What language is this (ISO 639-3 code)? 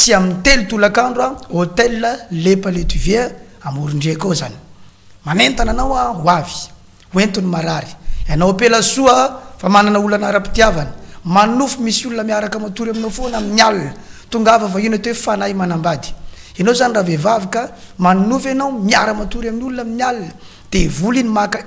mlg